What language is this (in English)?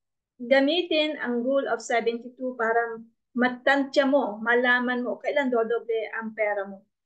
Filipino